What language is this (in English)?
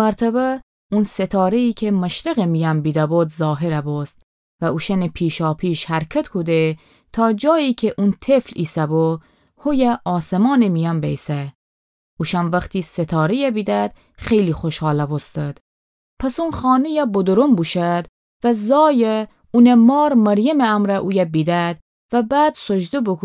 Gilaki